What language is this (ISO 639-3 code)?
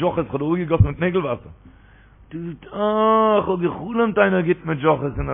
yid